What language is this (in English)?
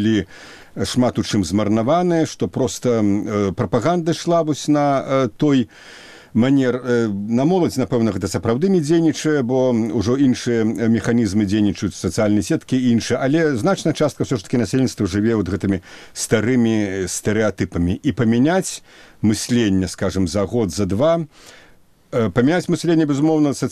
Belarusian